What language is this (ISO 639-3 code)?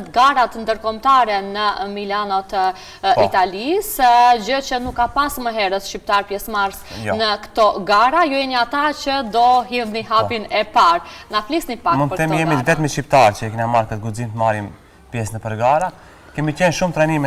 sqi